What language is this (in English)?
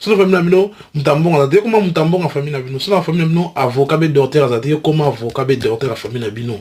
Lingala